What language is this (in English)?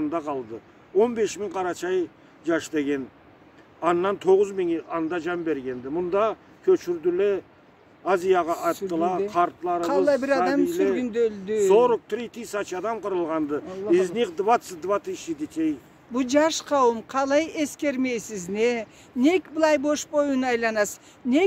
Karachay-Balkar